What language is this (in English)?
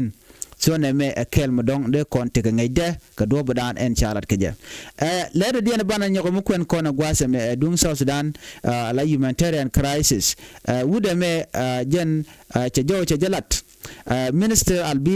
Nuer